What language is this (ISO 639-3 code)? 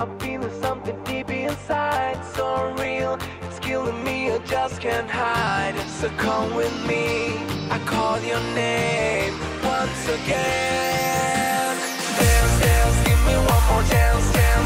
eng